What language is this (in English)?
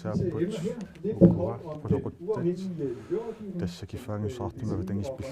Kalaallisut